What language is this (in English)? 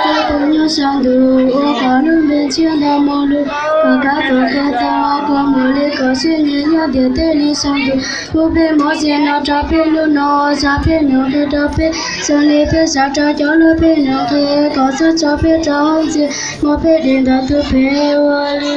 Hmong